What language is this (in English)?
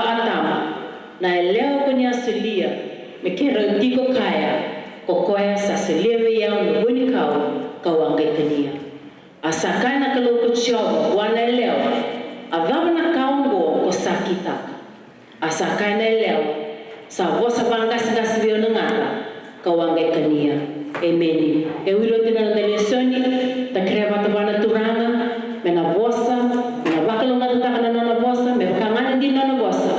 Fijian